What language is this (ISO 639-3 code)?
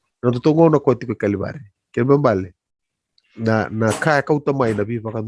fij